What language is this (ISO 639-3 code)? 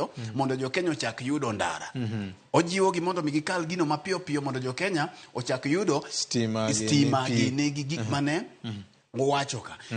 luo